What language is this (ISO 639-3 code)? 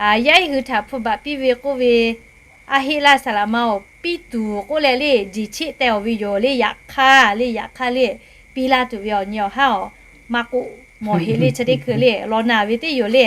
lhu